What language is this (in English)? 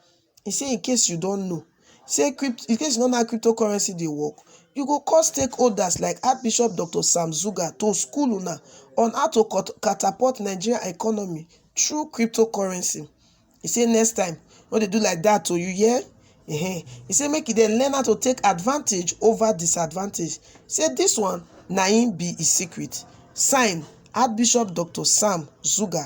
Nigerian Pidgin